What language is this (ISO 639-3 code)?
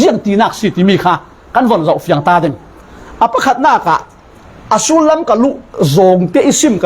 cfm